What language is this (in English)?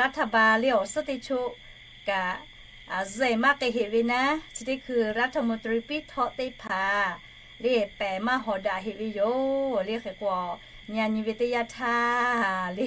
Lahu